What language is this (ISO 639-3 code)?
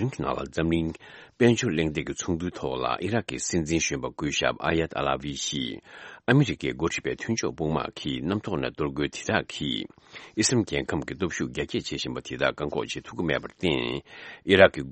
bod